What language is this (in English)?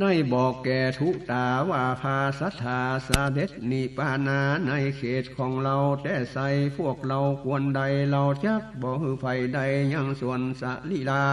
Northern Thai